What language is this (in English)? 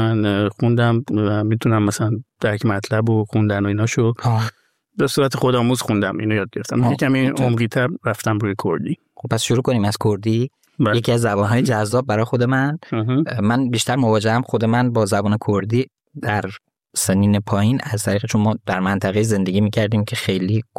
Persian